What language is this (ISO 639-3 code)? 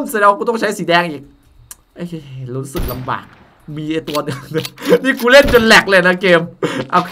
tha